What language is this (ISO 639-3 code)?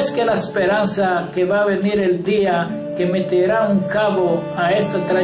lad